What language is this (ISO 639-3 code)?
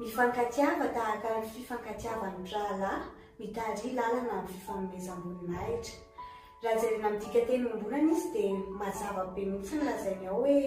mlg